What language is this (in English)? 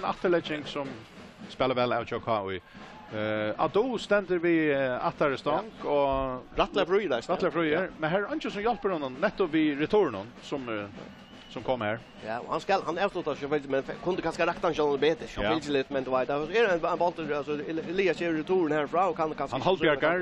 Faroese